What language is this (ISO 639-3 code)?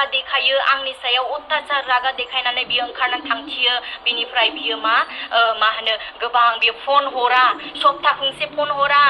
brx